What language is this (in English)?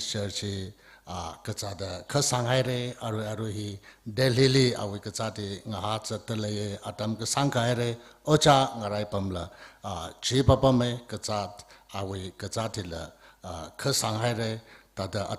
Tangkhul Naga (India)